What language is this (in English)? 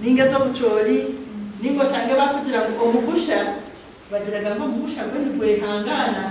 Nyankole